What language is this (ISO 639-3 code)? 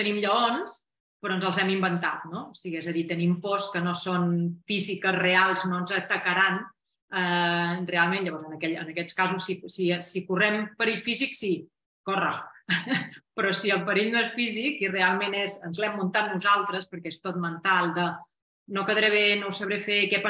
cat